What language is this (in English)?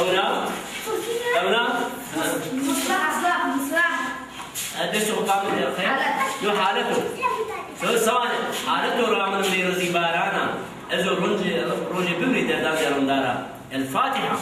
Zaza